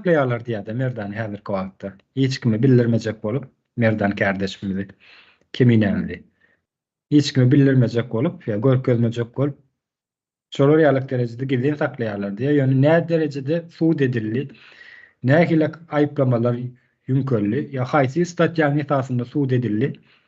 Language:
Turkmen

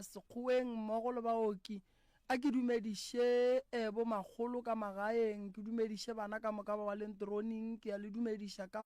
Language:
Northern Sotho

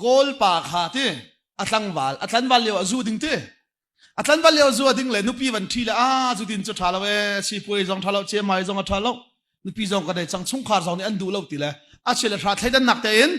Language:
Hakha Chin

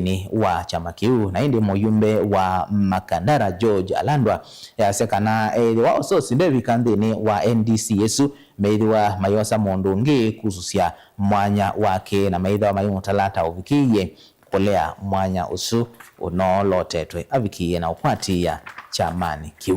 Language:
Kamba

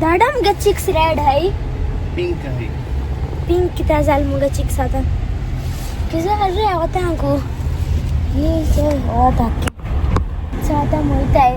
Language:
Konkani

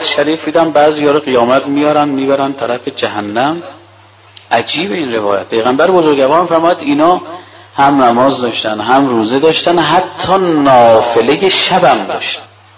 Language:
Persian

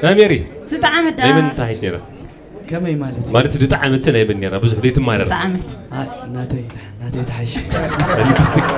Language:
Tigrinya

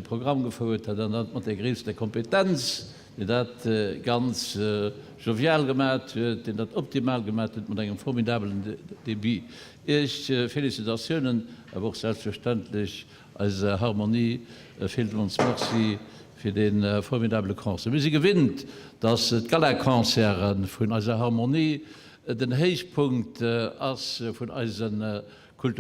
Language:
Luxembourgish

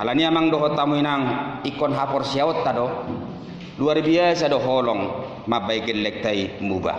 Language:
Batak Toba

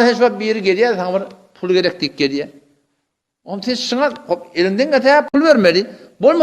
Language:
Turkmen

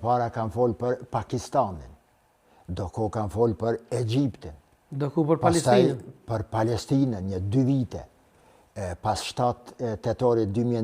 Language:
Albanian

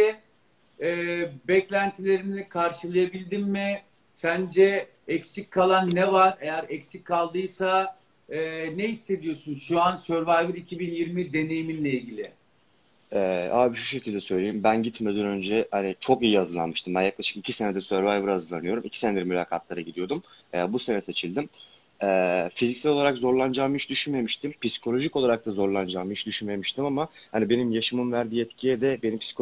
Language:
Turkish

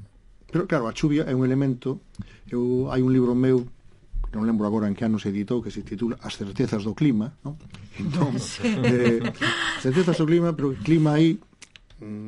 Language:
Galician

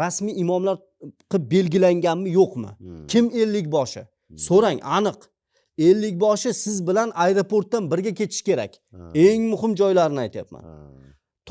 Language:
Uzbek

